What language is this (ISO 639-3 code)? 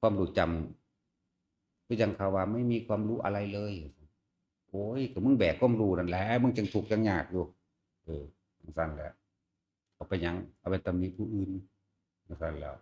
tts